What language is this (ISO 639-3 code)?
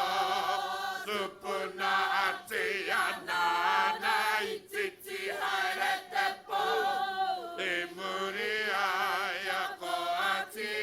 mri